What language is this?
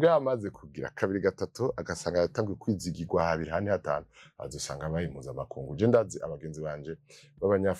Rundi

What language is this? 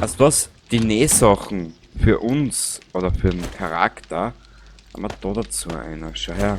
Bavarian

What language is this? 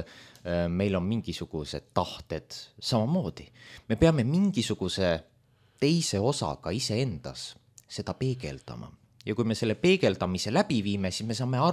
Estonian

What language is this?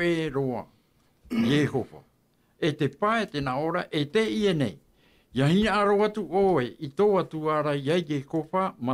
Tahitian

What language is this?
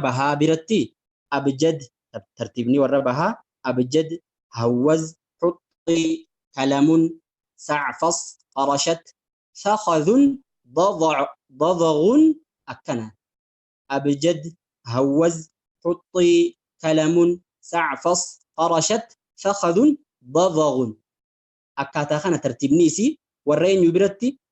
Oromo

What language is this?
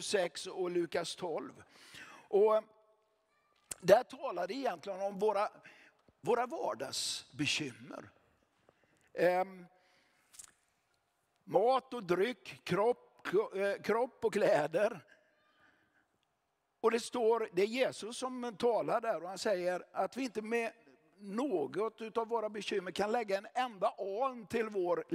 Swedish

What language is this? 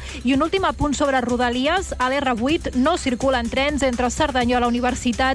Catalan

